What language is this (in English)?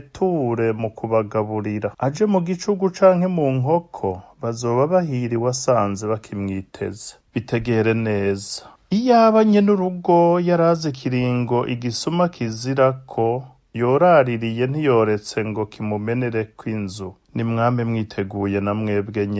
Rundi